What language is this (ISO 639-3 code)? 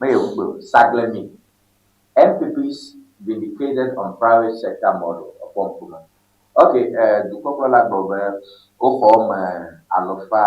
ewe